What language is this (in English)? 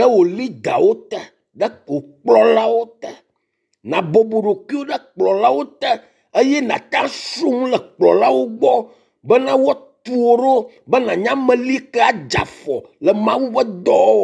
Ewe